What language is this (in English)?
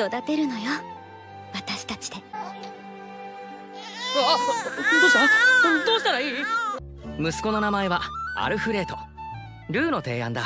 Japanese